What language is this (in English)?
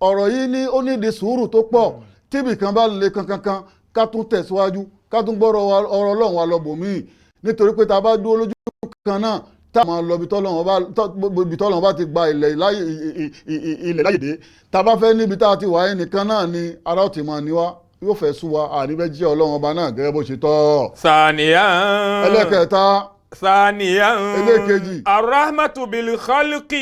Yoruba